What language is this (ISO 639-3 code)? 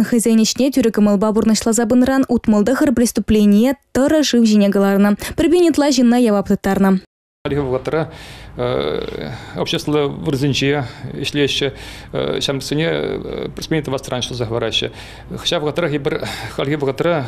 chv